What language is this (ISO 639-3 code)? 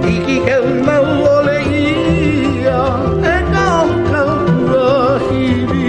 haw